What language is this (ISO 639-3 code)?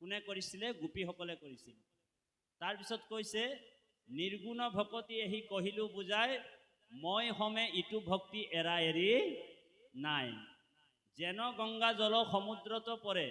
asm